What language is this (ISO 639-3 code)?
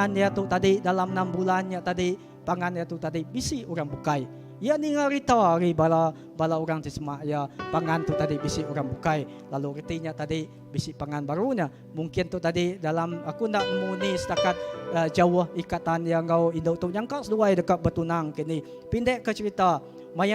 iba